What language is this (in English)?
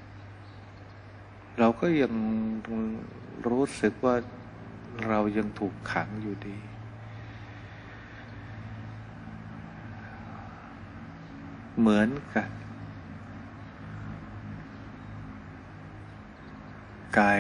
Thai